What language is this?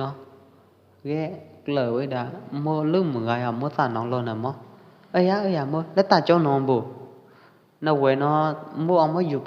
Pwo Eastern Karen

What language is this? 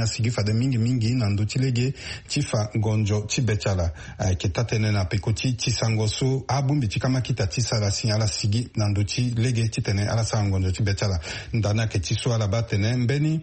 Sango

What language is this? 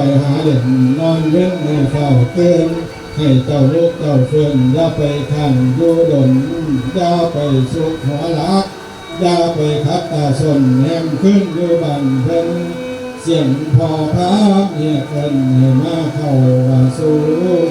Northeastern Thai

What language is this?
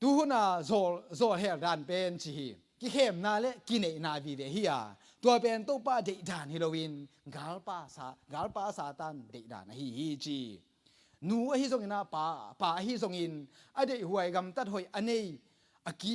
Tedim Chin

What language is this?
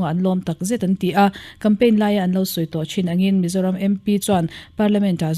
Mizo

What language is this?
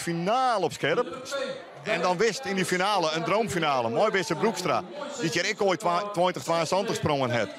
Western Frisian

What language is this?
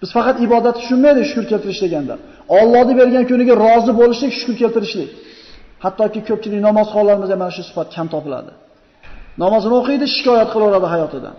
Uzbek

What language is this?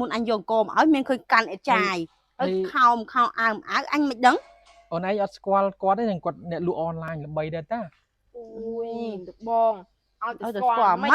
Khmer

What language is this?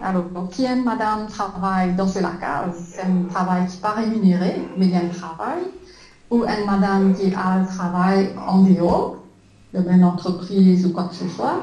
Morisyen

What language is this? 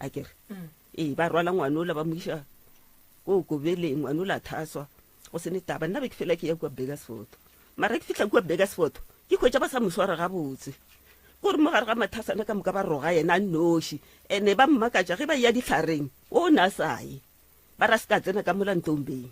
Northern Sotho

